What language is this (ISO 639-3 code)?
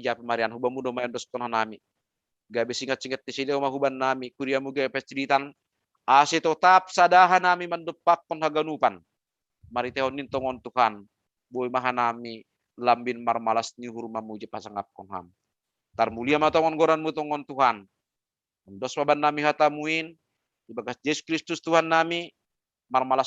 bts